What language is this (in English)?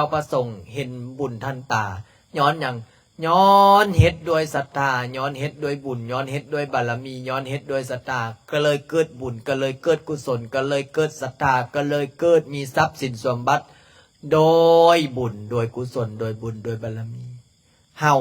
Lao